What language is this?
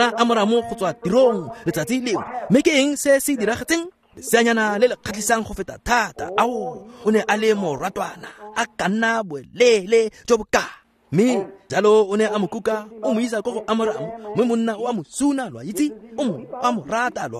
Tswana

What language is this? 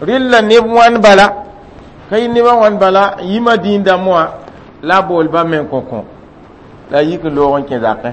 Mossi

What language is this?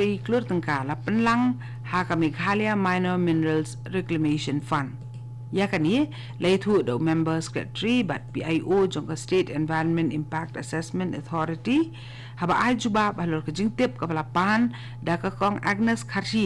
Khasi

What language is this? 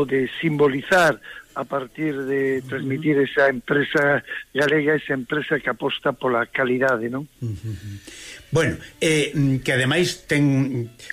Galician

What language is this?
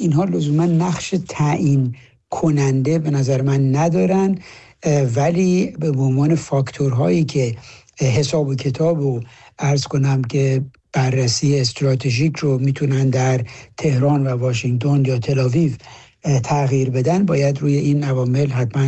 Persian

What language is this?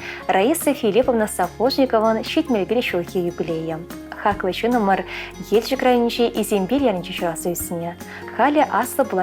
Chuvash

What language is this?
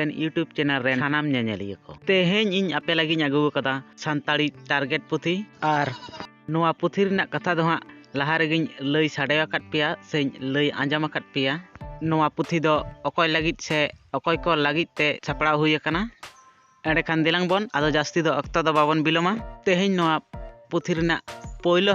Santali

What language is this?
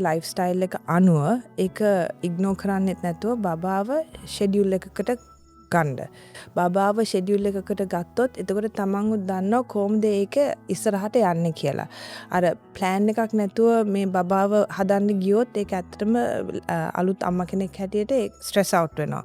Sinhala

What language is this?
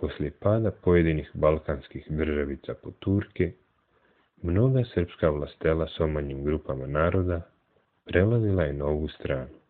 Serbian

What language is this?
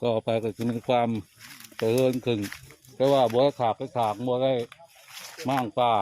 Northeastern Thai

